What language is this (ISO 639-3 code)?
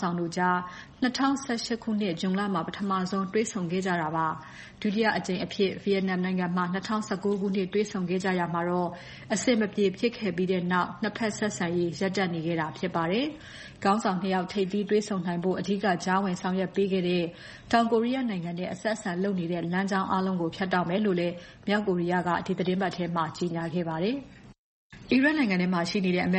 mya